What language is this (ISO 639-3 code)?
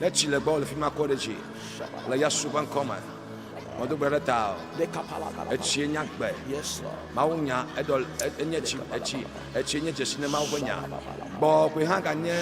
ewe